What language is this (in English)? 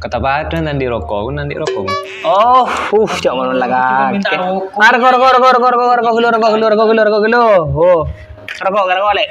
Madurese